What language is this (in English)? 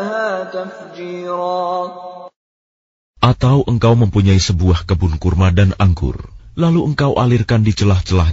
Indonesian